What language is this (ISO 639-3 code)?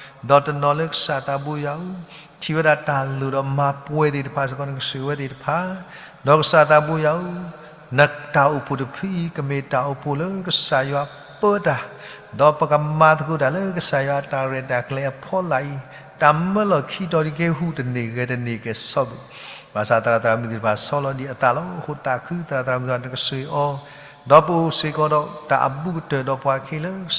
ksw